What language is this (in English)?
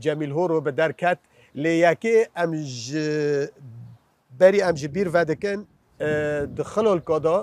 Kurdish